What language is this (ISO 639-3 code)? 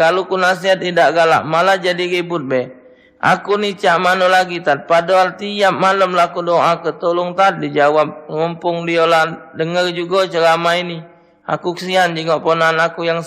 mui